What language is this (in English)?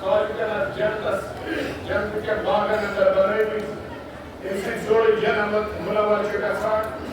Kashmiri